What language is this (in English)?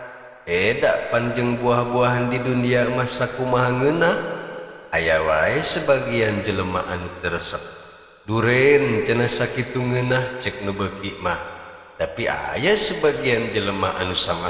Sundanese